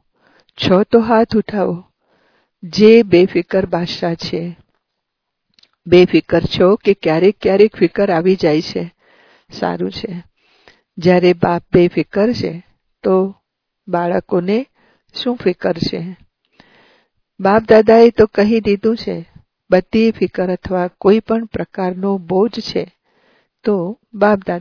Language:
Gujarati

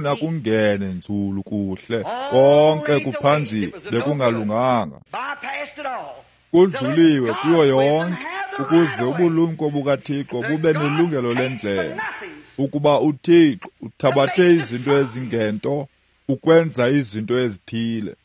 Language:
Xhosa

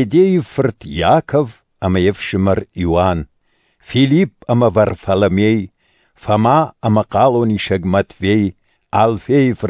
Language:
Ossetic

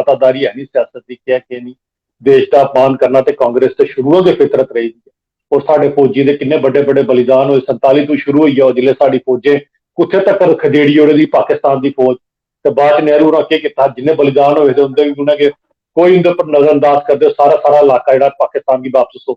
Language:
Dogri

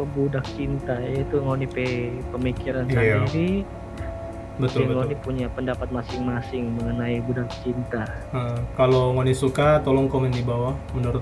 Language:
Manado Malay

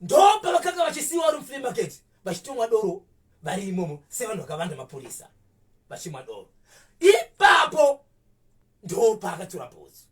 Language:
Shona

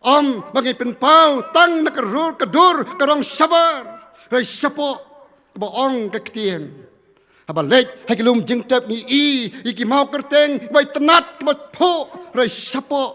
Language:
Khasi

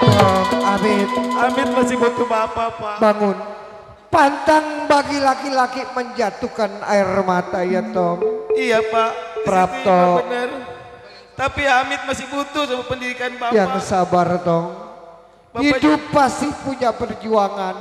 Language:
Betawi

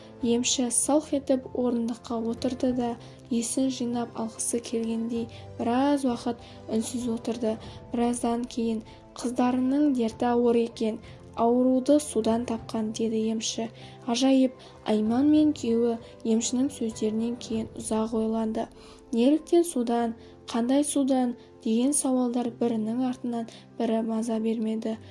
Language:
Kazakh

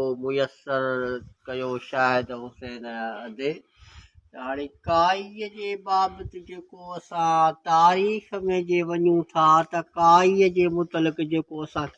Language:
Sindhi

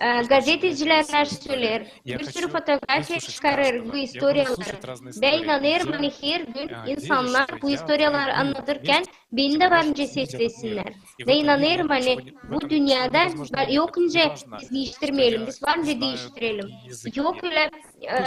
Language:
Gagauz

